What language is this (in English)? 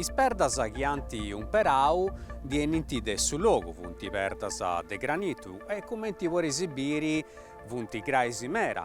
Sardinian